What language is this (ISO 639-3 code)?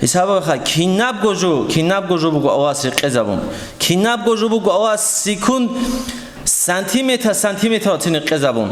ava